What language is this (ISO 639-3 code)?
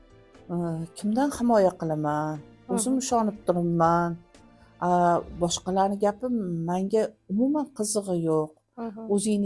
uzb